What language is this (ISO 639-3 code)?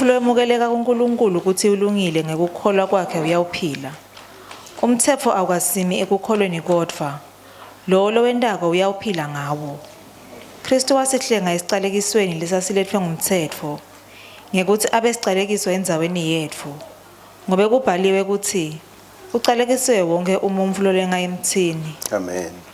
ssw